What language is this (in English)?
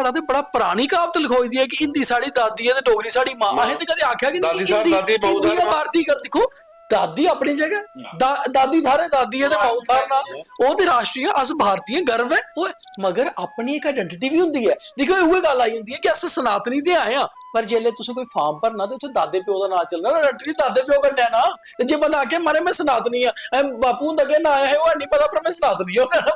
Dogri